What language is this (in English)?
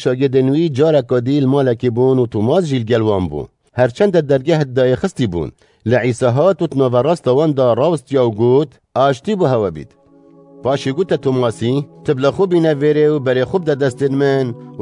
Kurdish